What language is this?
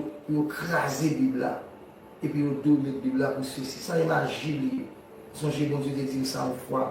Haitian Creole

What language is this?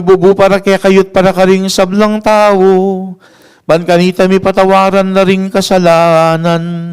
Pampanga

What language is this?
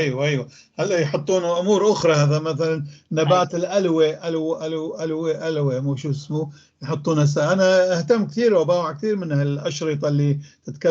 North Levantine Arabic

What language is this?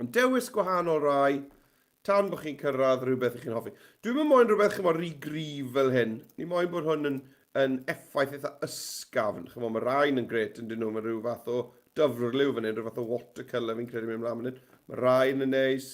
Welsh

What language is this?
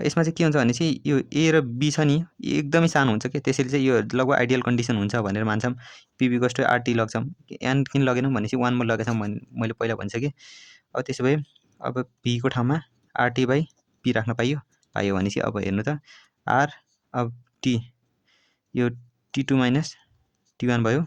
Nepali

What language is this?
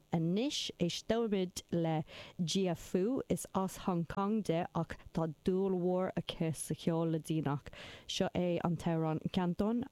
Irish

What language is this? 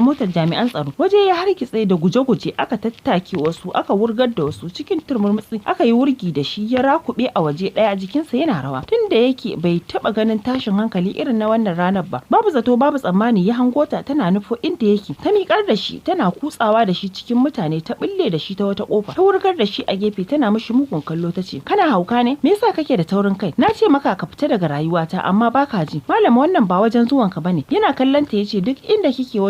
Hausa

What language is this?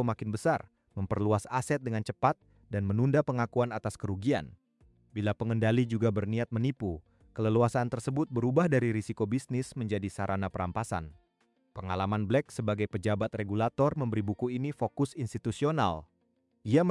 Indonesian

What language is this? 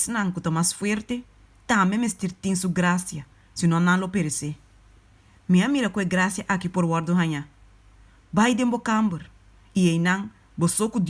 Papiamento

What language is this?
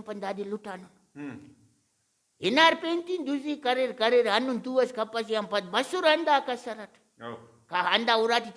Brahui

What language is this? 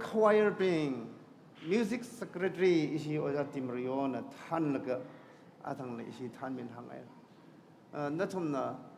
Tangkhul Naga (India)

